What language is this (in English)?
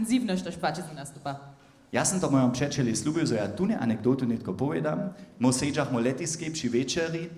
Upper Sorbian